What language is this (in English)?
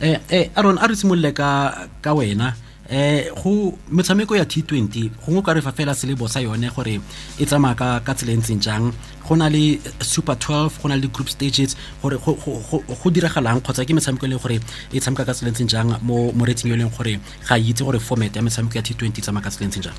Tswana